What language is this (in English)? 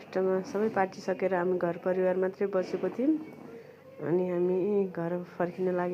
Nepali